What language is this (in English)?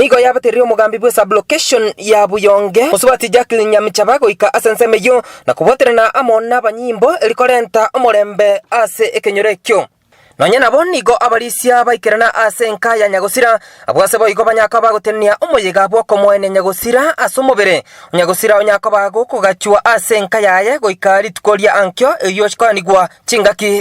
Gusii